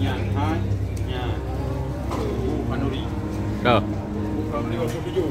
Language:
Achinese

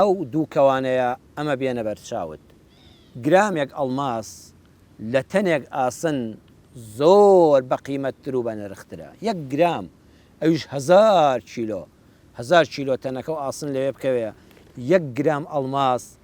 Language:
Central Kurdish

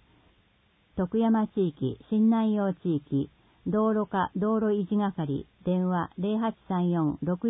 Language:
Japanese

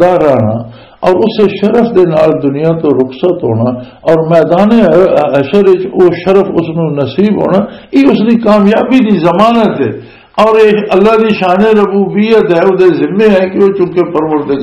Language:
Western Panjabi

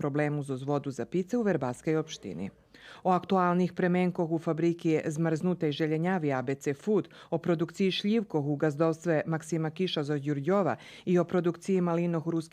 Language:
Rusyn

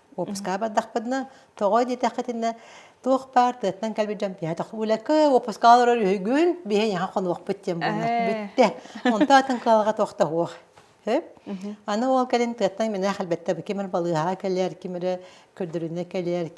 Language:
Yakut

